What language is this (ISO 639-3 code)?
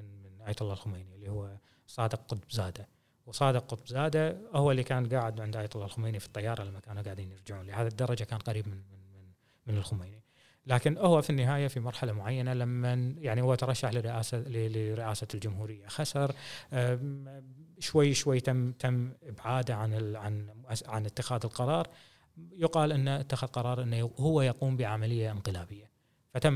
afb